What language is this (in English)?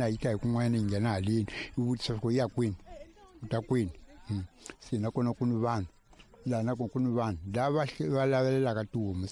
Tsonga